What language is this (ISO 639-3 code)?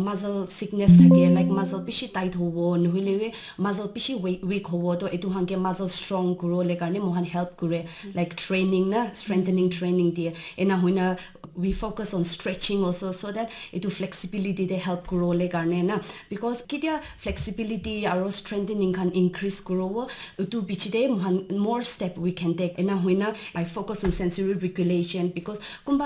nag